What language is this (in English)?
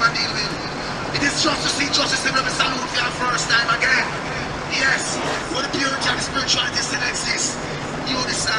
Jamaican Creole English